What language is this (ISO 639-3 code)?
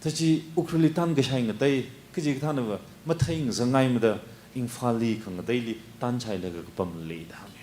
nmf